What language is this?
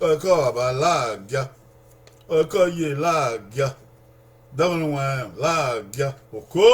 Bini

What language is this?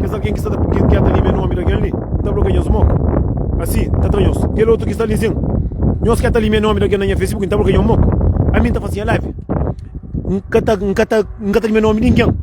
Kabuverdianu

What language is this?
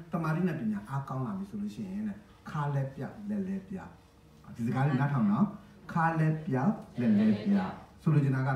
Burmese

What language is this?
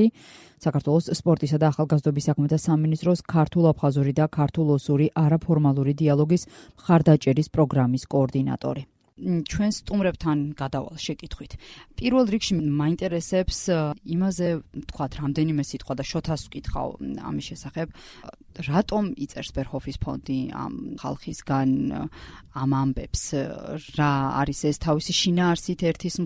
Georgian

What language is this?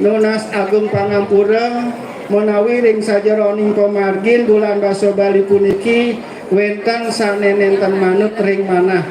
Balinese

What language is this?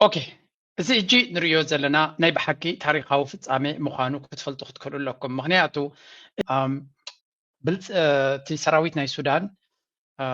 Tigrinya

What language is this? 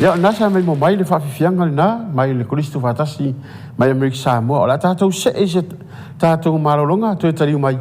Samoan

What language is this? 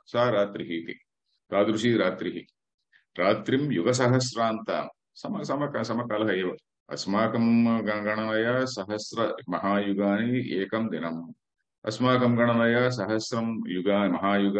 Sanskrit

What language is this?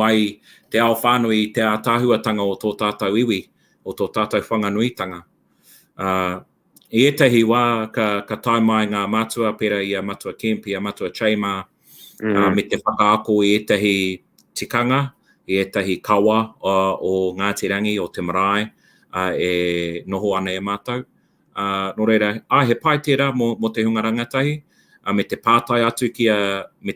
Māori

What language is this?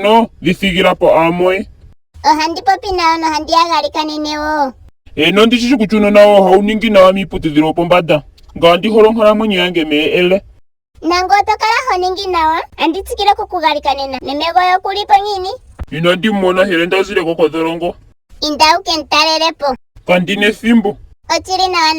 Ndonga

